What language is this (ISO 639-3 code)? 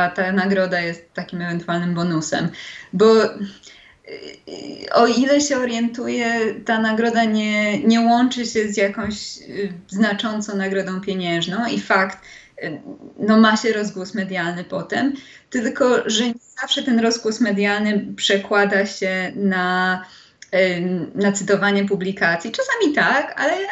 pol